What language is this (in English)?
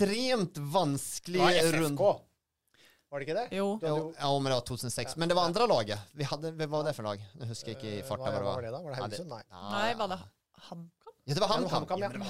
Norwegian